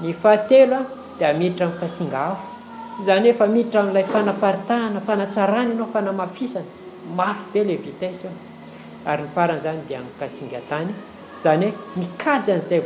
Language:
Malagasy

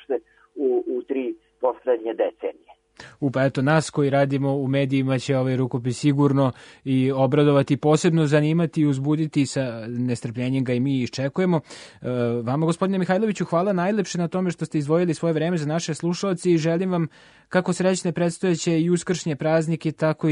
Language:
Serbian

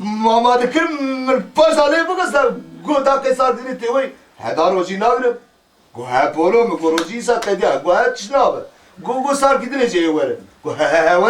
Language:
Kurdish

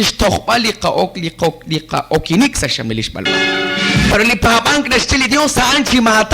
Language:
Kekchí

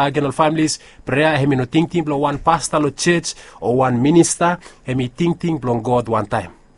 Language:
Bislama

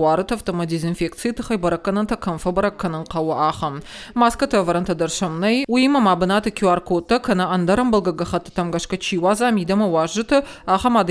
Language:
Ossetic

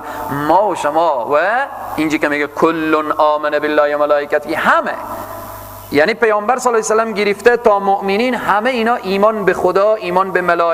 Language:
Persian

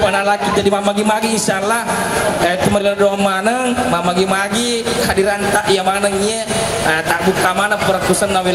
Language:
Buginese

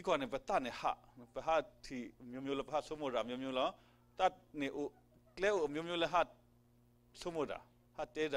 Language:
S'gaw Karen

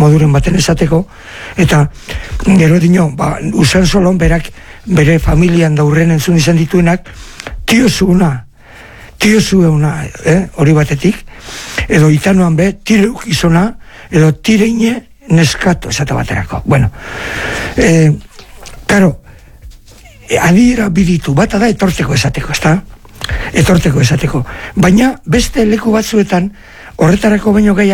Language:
Basque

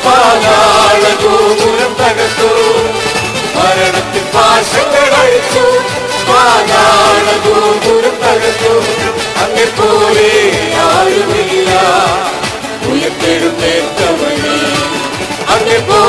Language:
Malayalam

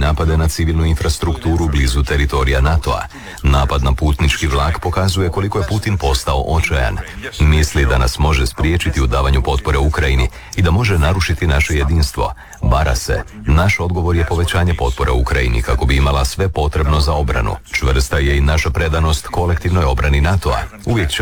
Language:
Croatian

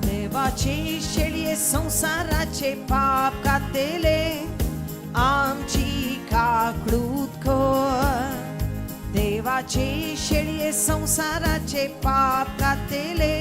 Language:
Konkani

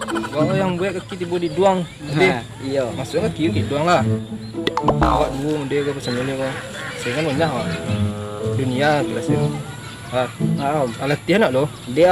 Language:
Minangkabau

